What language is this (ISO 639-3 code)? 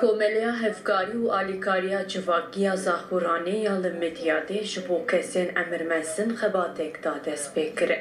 kur